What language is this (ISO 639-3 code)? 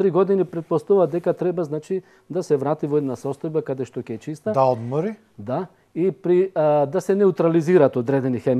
mkd